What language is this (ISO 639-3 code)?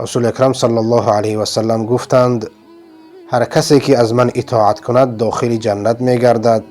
fas